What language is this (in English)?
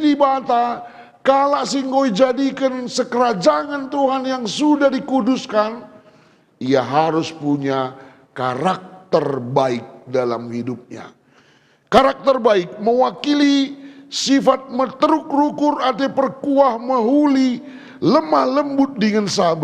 Batak Karo